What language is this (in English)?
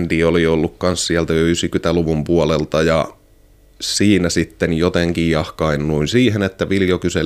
Finnish